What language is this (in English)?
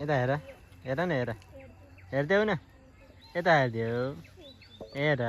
Nepali